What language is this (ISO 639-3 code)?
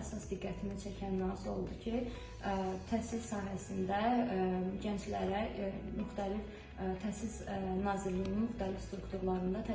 aze